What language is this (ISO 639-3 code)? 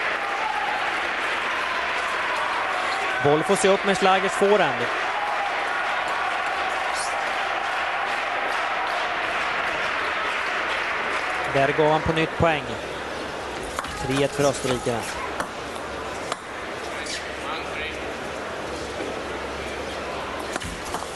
swe